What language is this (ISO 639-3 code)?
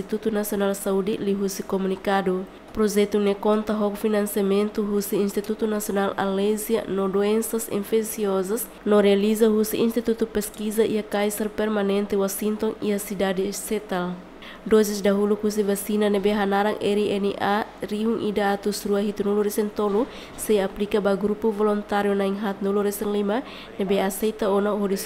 tet